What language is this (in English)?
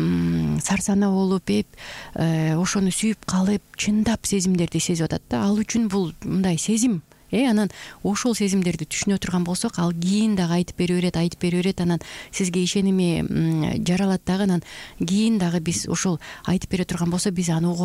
Kyrgyz